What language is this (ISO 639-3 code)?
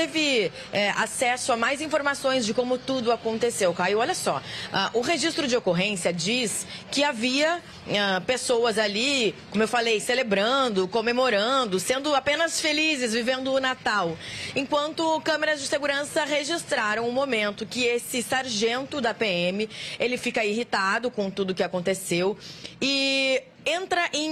por